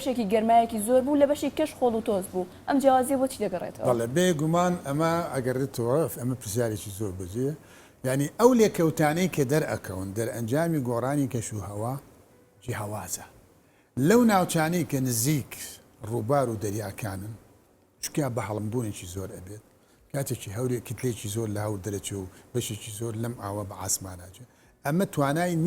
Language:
Central Kurdish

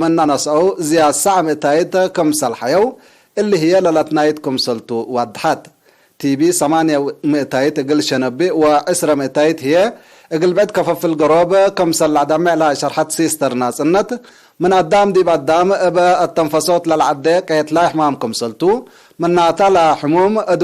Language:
Tigre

